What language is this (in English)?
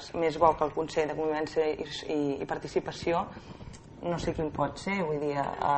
Catalan